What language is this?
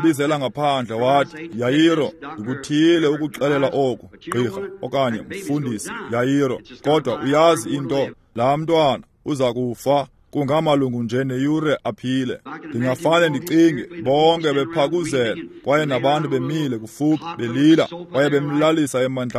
Xhosa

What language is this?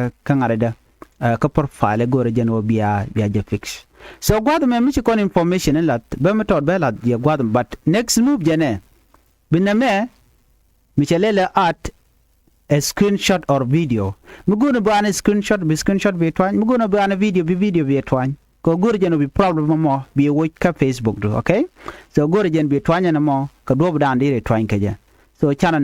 Nuer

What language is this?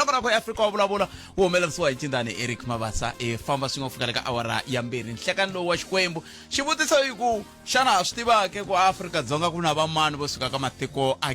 Tsonga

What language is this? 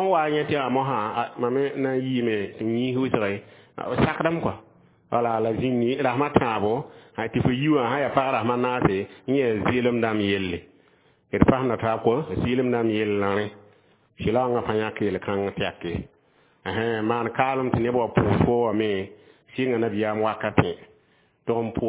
Mossi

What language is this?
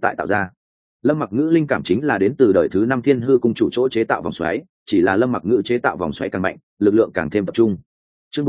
Vietnamese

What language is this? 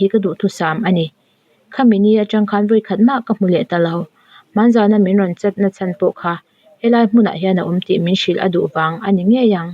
Mizo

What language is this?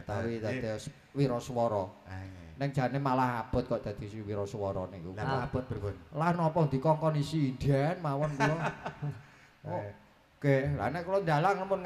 Javanese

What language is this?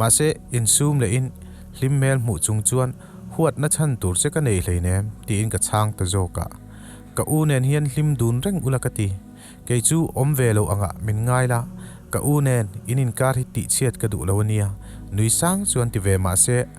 Mizo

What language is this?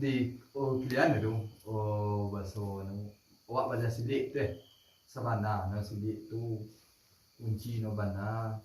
Minangkabau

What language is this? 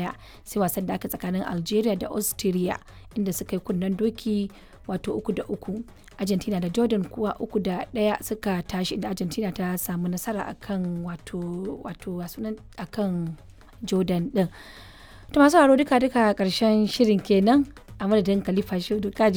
Hausa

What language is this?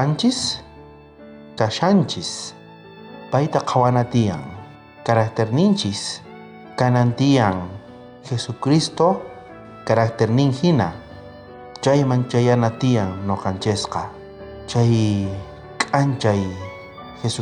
South Bolivian Quechua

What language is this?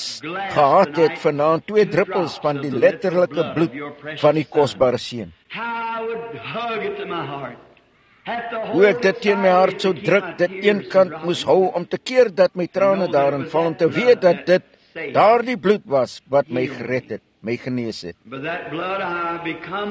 Afrikaans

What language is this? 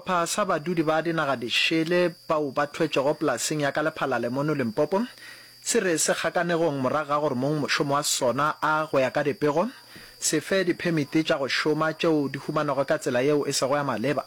Northern Sotho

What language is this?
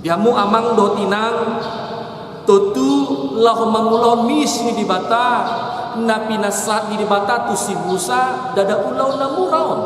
Batak Toba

